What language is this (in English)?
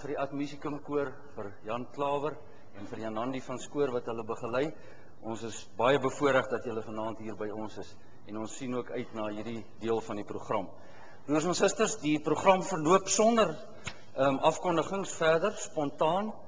Afrikaans